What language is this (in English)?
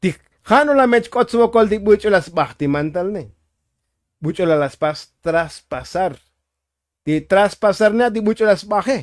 Tzotzil